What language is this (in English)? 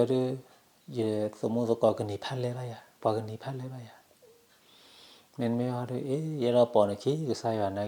S'gaw Karen